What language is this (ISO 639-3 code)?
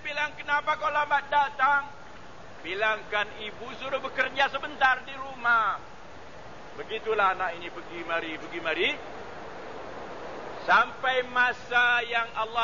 msa